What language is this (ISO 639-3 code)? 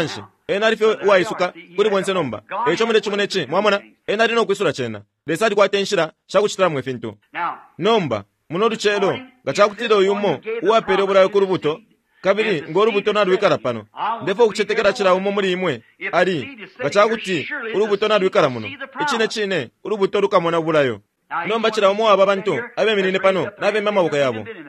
bem